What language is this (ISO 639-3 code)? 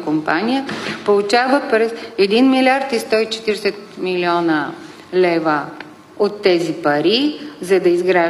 bul